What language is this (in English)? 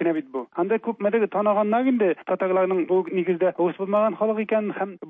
Tatar